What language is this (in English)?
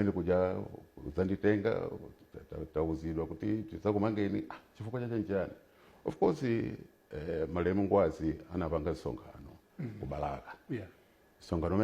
Nyanja